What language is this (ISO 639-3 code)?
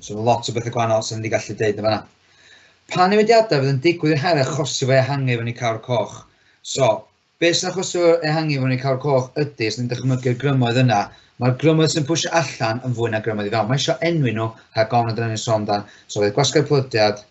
cym